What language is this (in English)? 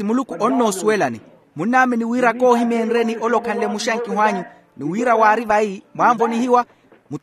Makhuwa